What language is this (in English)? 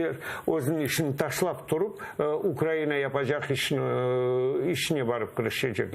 Crimean Tatar